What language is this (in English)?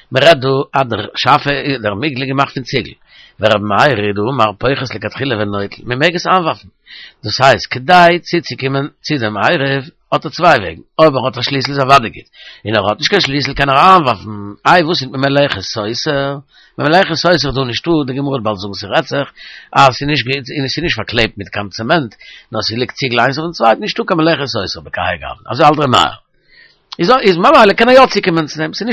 Yiddish